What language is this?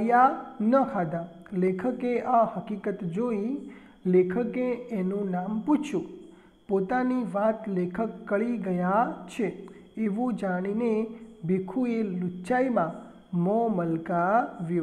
Gujarati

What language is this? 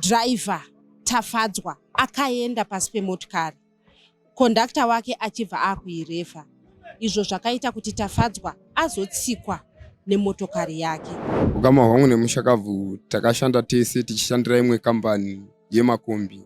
Shona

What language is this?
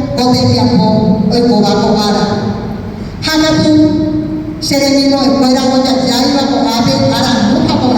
Guarani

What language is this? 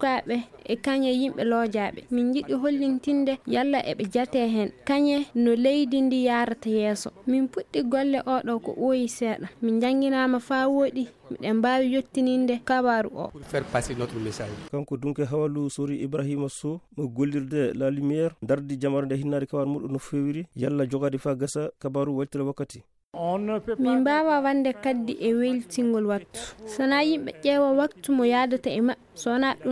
Fula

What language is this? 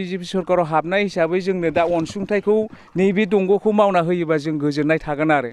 Bodo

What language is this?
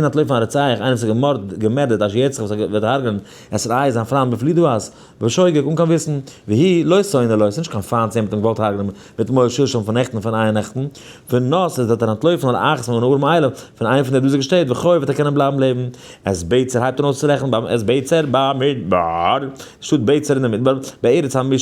Yiddish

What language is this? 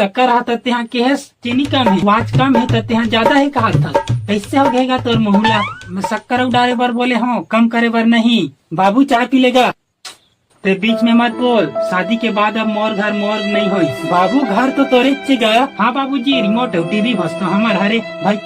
Chhattisgarhi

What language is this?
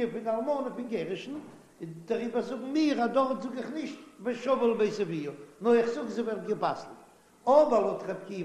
Yiddish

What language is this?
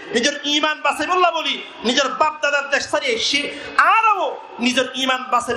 Rohingya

